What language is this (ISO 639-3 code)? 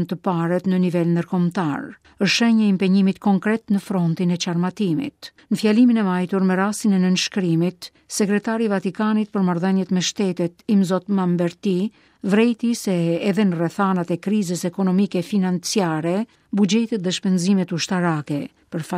sqi